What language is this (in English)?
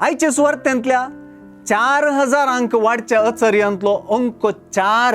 Konkani